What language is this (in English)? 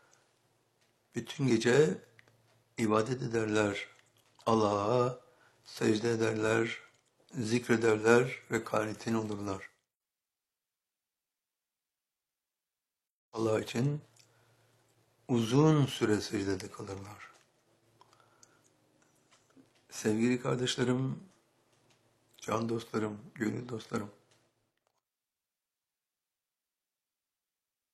Turkish